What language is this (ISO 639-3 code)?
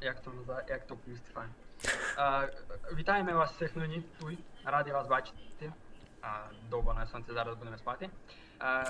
rue